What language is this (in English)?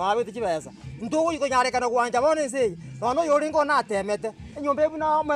Gusii